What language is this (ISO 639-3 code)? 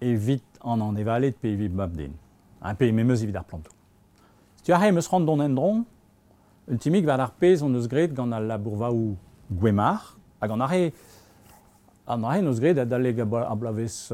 bre